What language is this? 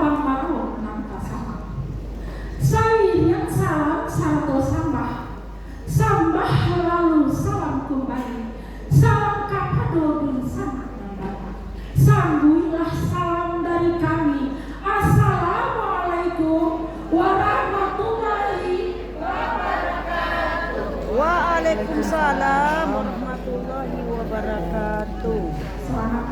Minangkabau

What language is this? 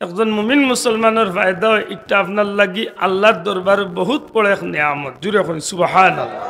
Sylheti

